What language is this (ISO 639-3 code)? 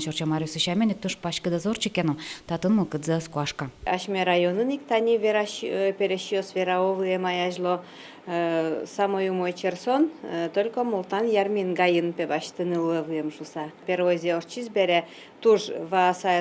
udm